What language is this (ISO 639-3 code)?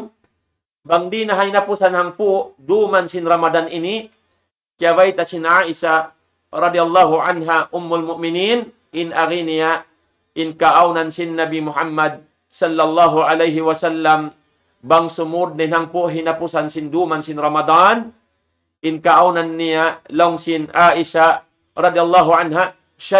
tsg